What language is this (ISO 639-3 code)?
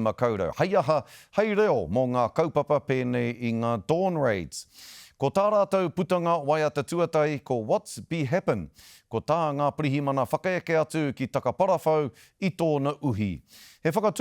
mri